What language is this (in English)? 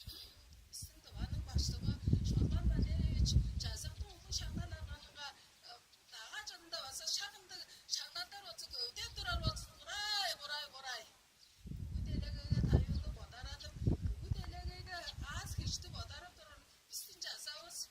Tuvinian